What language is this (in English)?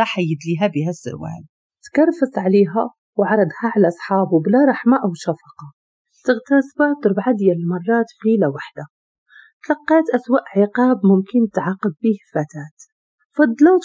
Moroccan Arabic